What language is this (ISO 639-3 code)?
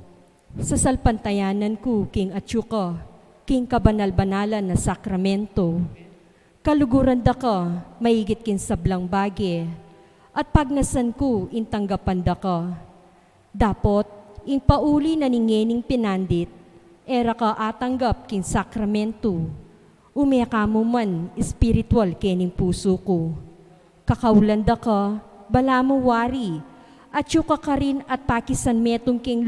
pam